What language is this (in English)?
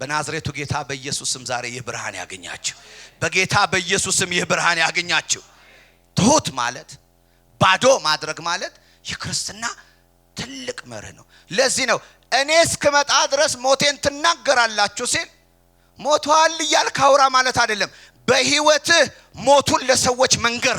Amharic